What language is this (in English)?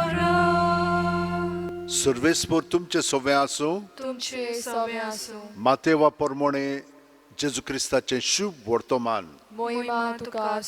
Konkani